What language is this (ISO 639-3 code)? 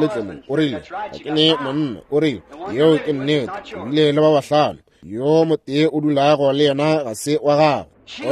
nso